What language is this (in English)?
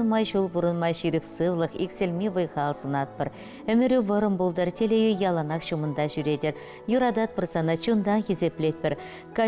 Chuvash